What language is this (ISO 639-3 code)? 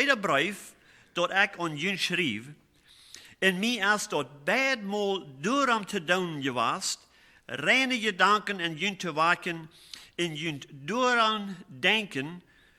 pdt